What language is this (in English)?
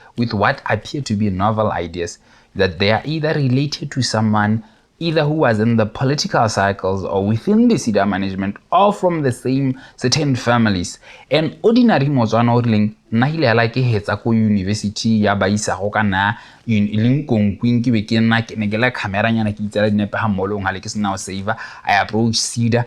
Tswana